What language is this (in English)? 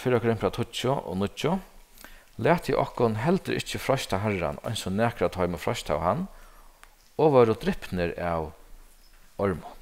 Faroese